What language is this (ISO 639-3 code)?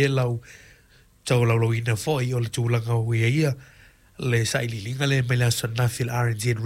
smo